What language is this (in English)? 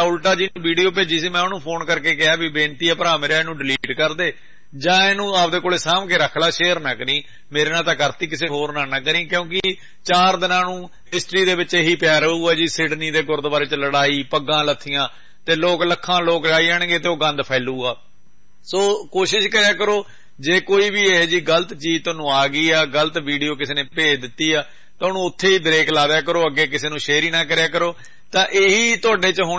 Punjabi